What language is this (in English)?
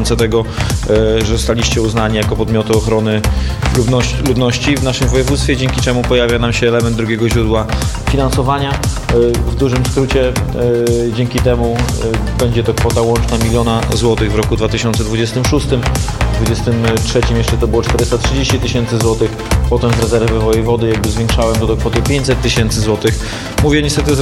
Polish